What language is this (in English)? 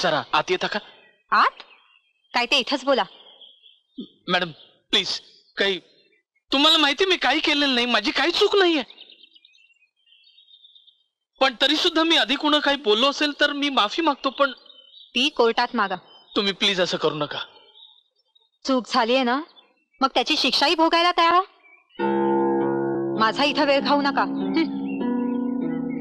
Marathi